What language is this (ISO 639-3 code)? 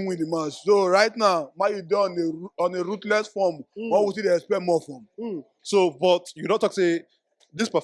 pcm